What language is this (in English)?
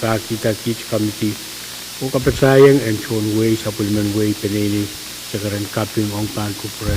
Pohnpeian